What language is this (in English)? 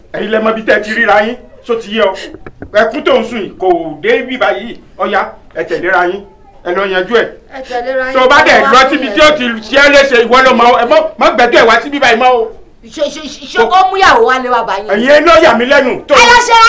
Yoruba